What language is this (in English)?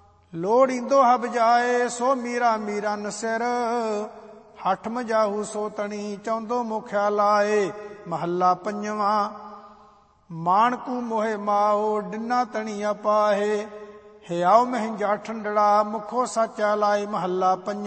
Punjabi